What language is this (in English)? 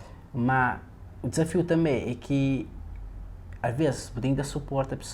Kabuverdianu